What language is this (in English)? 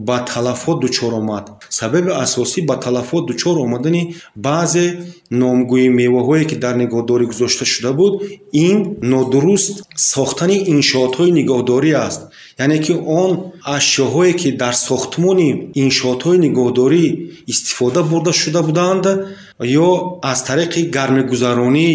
Tajik